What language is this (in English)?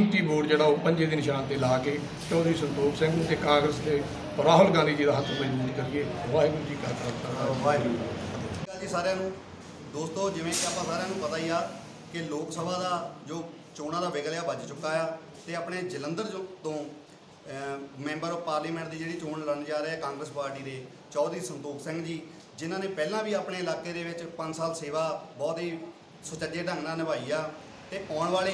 Punjabi